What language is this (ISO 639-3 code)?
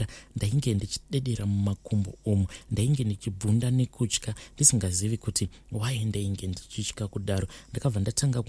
sna